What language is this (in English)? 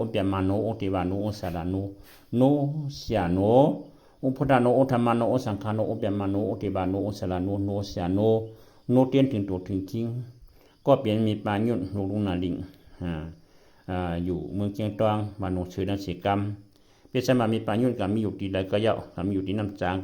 Shan